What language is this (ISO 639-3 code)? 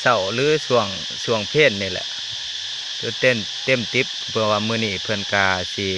lao